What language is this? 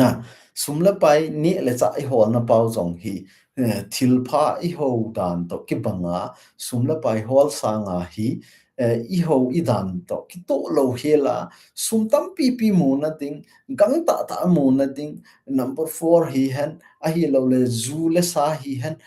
Thado Chin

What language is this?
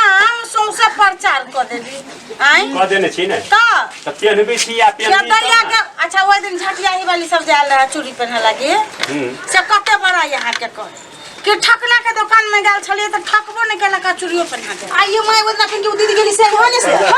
Maithili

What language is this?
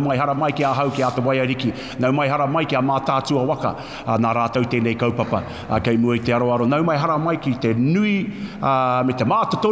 Māori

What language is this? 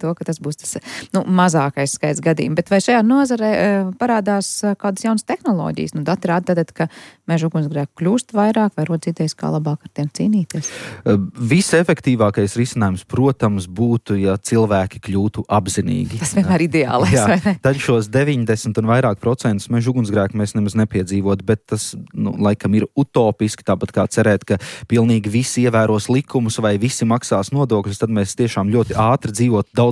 Latvian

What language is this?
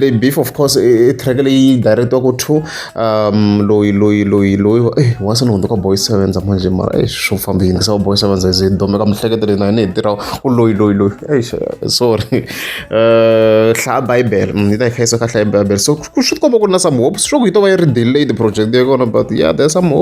Tsonga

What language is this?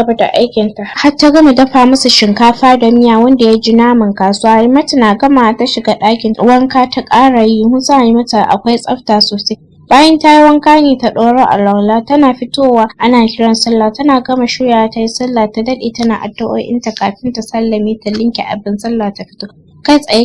Hausa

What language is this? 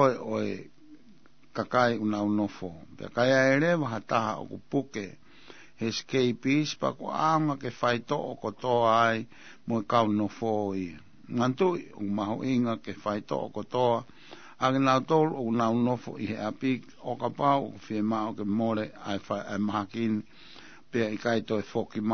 Tongan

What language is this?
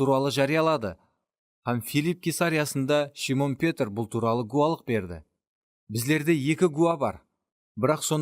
Kara-Kalpak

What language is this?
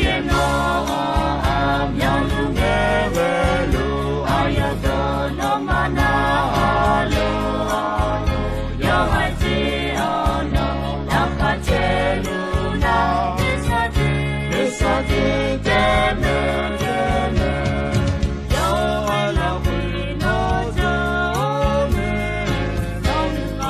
Akha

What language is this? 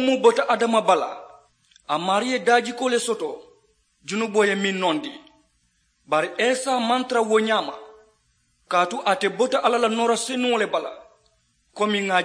Mandingo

